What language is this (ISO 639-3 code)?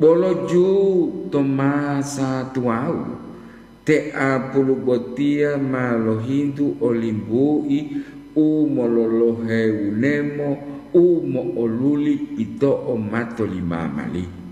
gor